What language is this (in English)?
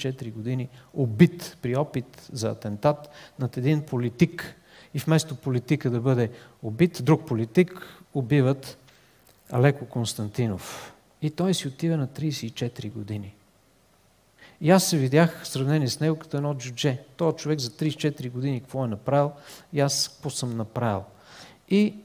Bulgarian